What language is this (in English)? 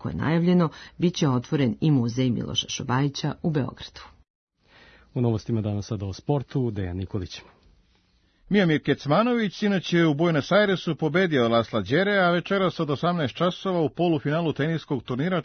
Serbian